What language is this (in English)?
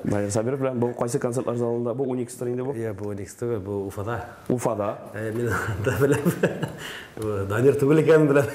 Tatar